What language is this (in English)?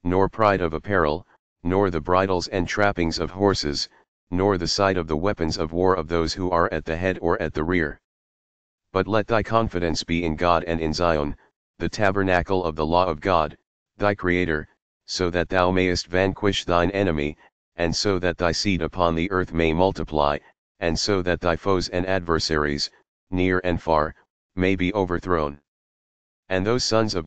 English